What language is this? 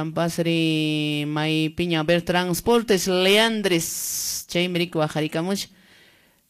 Quechua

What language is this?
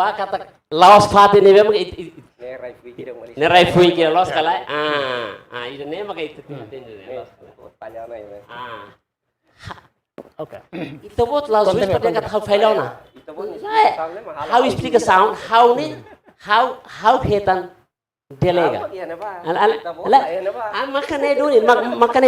Tetum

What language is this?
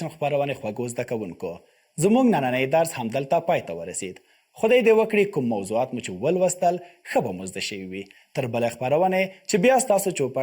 Pashto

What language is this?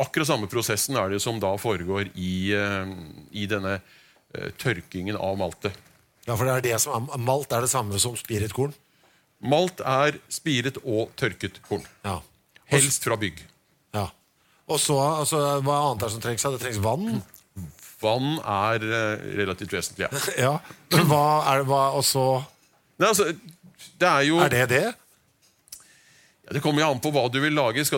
Norwegian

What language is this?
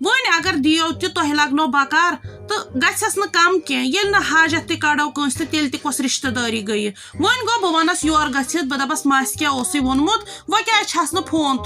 Kashmiri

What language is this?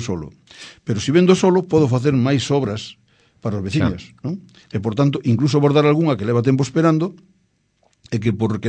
Galician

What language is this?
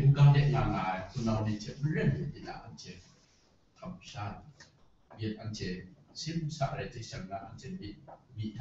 Kachin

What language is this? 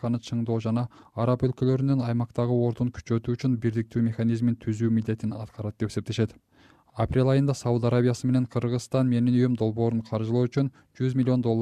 Kyrgyz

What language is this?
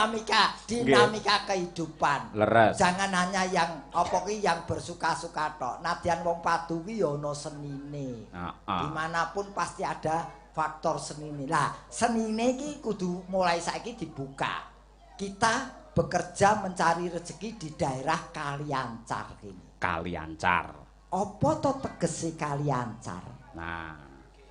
Javanese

